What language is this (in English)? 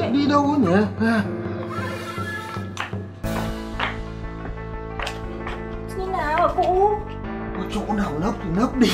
Vietnamese